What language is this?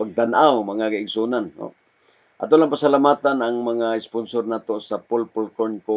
Cebuano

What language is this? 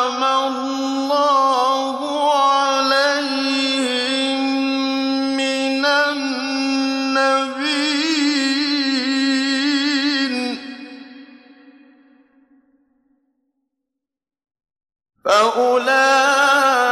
Arabic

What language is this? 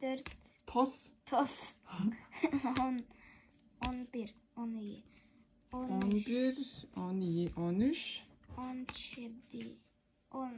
Tuvinian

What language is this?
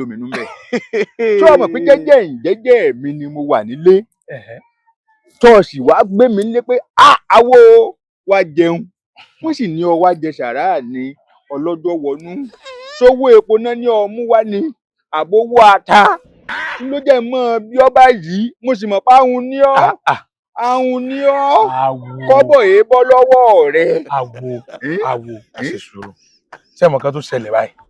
Yoruba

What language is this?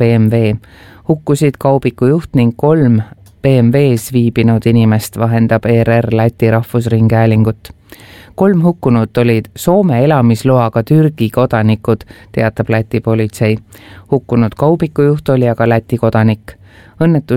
Estonian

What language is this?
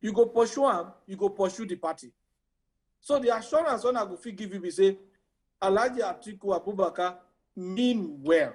Nigerian Pidgin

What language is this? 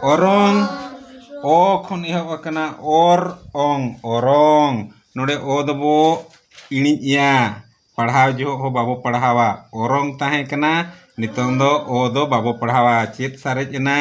Santali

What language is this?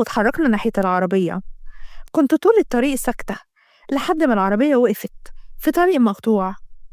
Egyptian Arabic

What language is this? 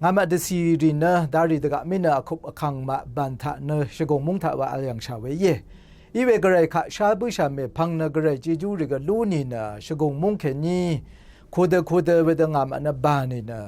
Rawang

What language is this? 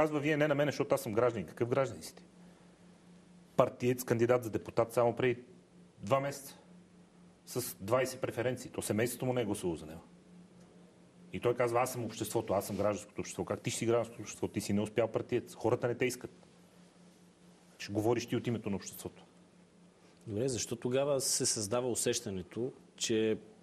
Bulgarian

